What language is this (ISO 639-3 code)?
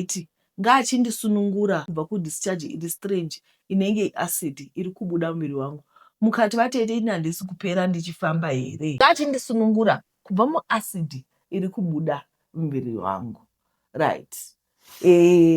sna